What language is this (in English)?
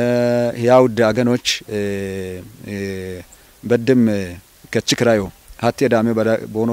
Kafa